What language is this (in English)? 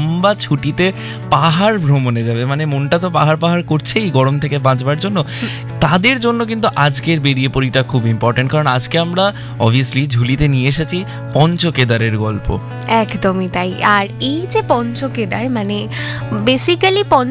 Bangla